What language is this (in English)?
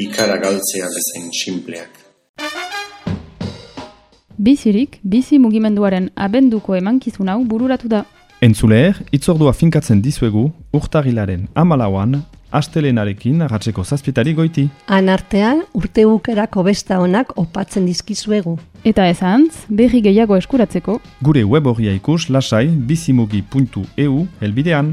Basque